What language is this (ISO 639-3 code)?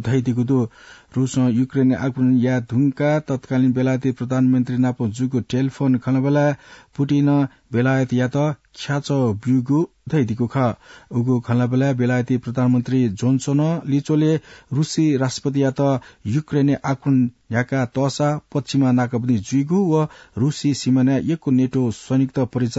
new